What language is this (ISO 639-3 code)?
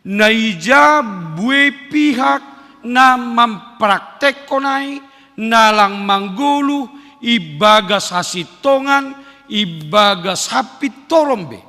bts